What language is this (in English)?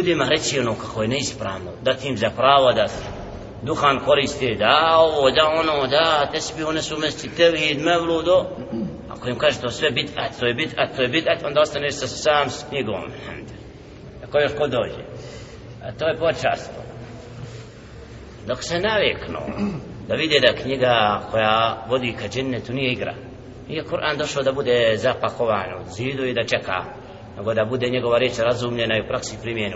Bosnian